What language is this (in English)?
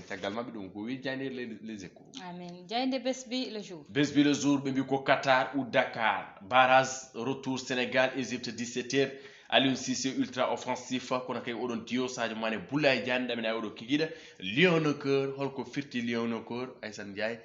Fula